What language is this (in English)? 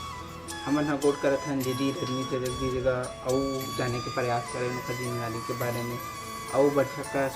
Chhattisgarhi